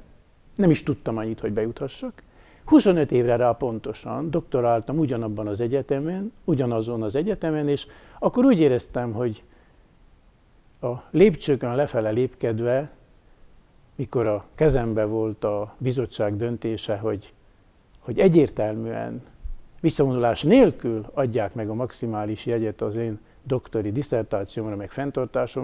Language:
Hungarian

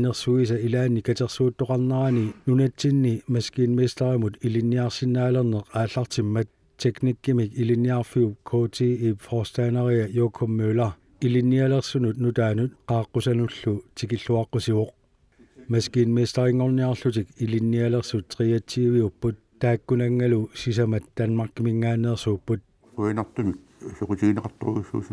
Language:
Kalaallisut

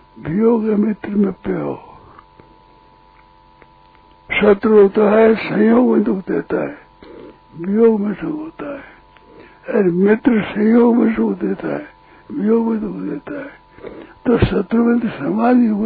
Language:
Hindi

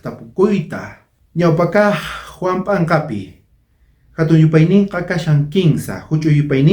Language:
South Bolivian Quechua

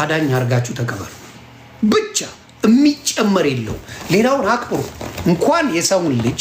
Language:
Amharic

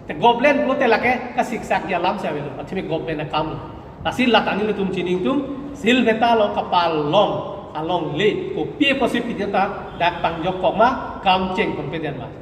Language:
Karbi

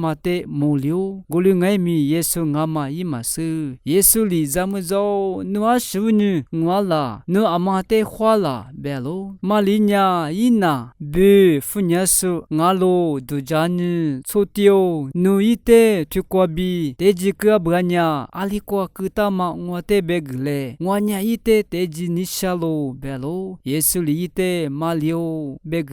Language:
Lisu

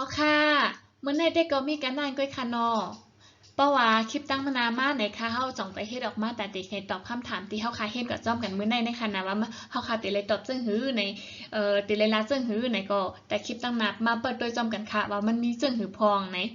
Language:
Shan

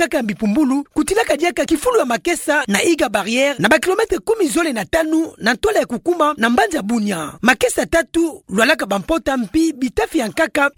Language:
Kituba (Democratic Republic of Congo)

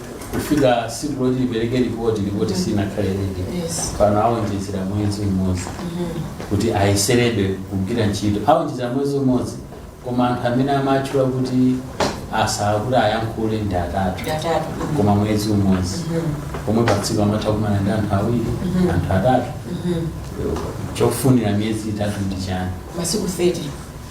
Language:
Nyanja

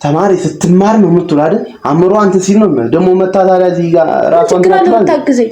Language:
Amharic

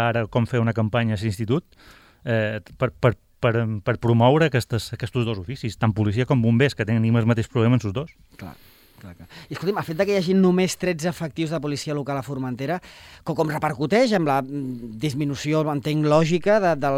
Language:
Catalan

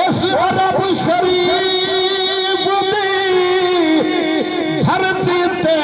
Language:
Saraiki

